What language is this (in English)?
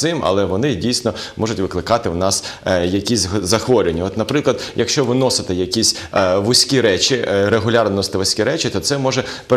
Ukrainian